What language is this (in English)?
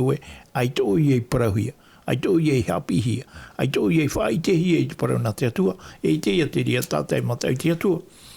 Tahitian